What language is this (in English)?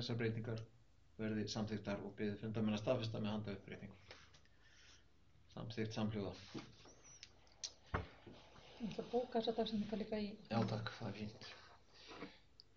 Icelandic